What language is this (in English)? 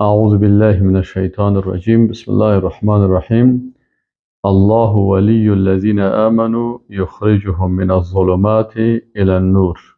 Persian